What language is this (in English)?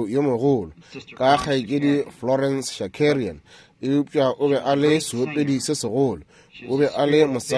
Northern Sotho